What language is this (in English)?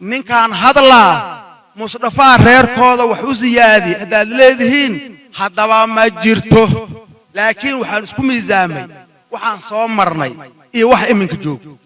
Somali